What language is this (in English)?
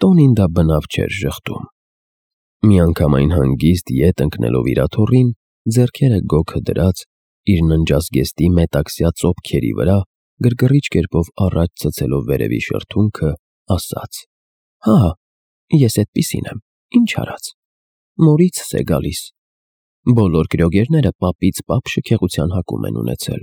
Armenian